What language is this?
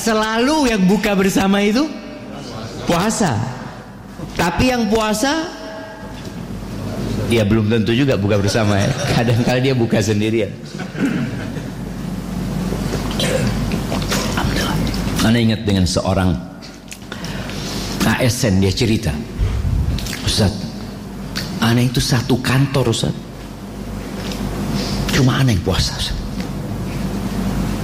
Indonesian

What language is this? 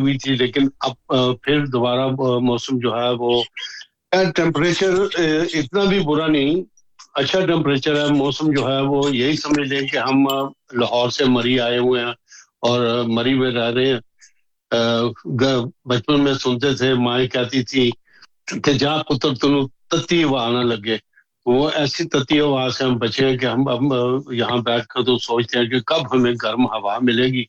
Urdu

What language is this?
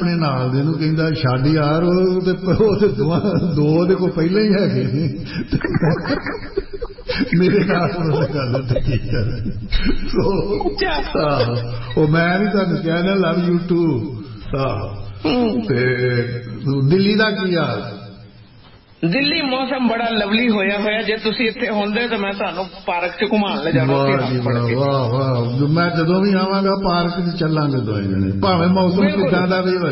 Punjabi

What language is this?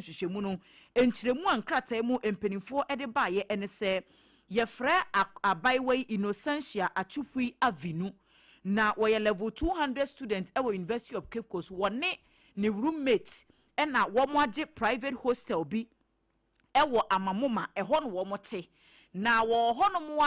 Akan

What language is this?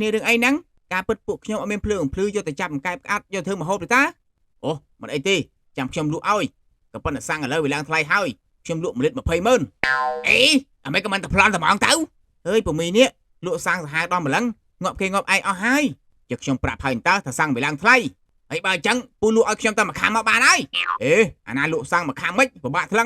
Khmer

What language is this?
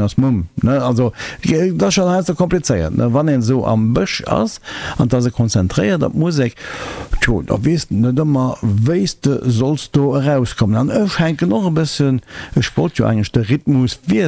Luxembourgish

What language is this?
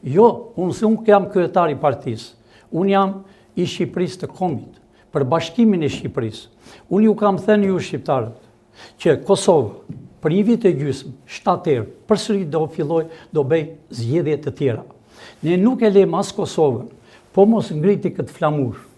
Albanian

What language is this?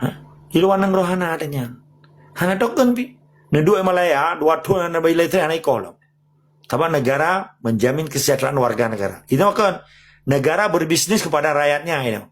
Achinese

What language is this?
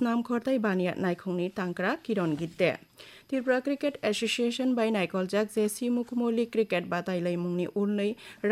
Kok Borok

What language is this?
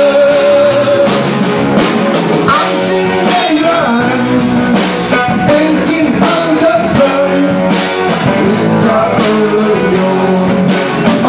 Icelandic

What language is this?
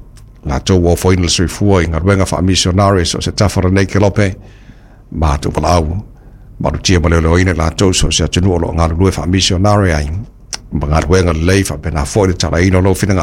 Samoan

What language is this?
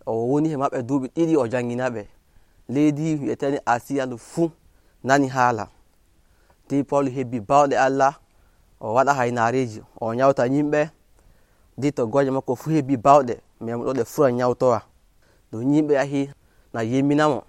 Nigerian Fulfulde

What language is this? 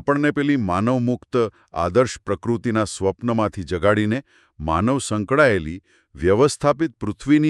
Gujarati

